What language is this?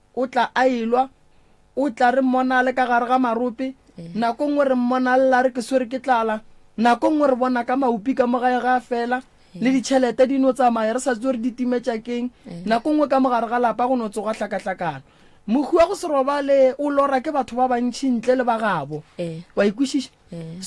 Northern Sotho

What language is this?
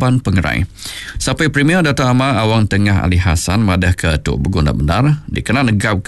Iban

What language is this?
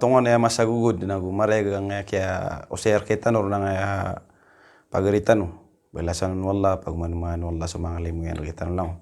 Maranao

